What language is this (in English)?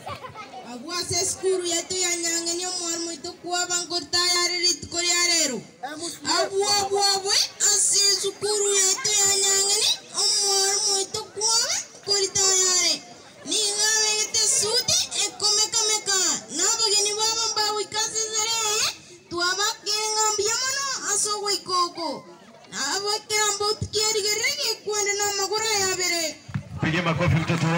Gusii